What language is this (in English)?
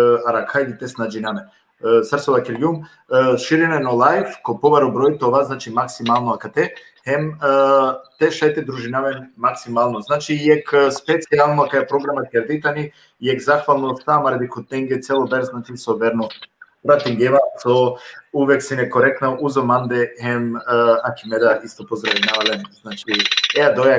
Balkan Romani